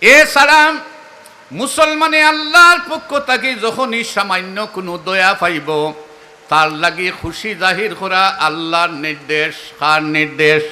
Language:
Sylheti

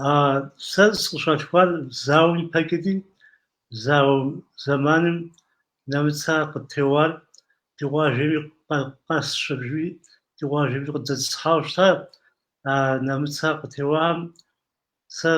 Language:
Kabardian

